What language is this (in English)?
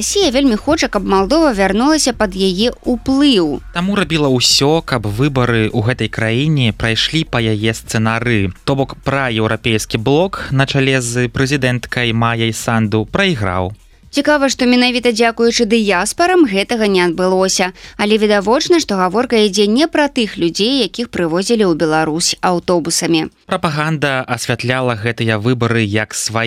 Belarusian